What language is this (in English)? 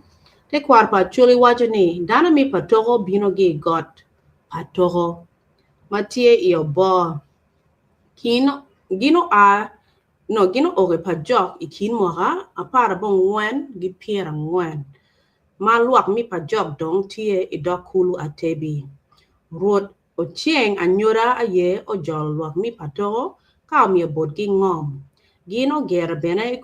Acoli